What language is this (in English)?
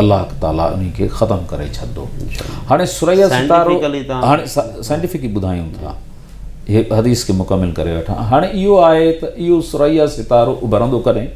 Sindhi